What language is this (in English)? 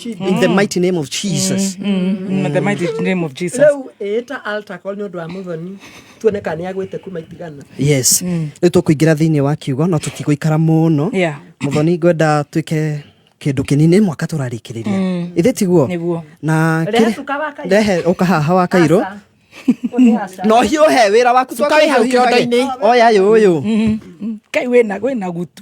Kikuyu